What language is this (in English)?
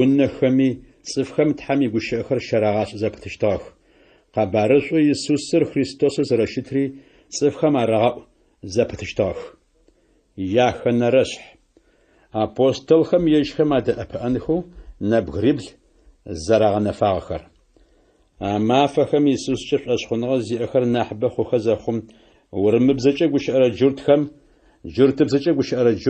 Adyghe